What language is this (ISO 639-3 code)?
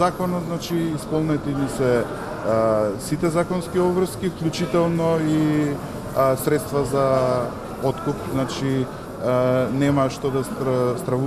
mkd